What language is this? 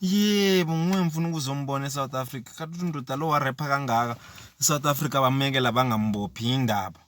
Zulu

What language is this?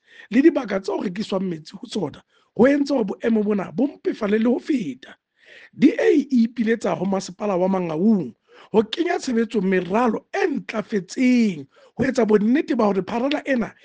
Southern Sotho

